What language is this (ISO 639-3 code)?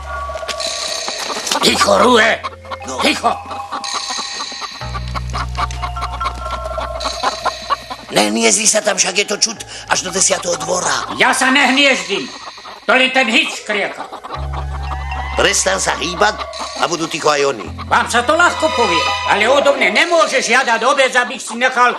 slk